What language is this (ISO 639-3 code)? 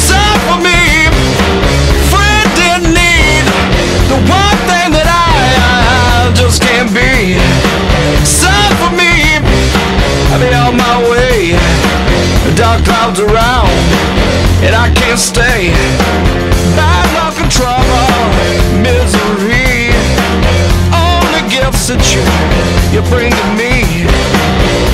eng